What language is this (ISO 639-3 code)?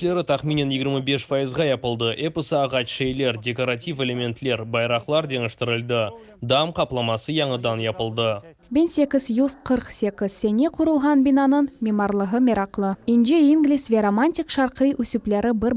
crh